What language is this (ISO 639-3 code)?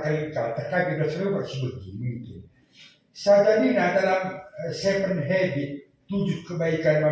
btx